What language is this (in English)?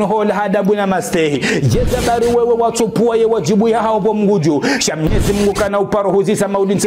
Ngazidja Comorian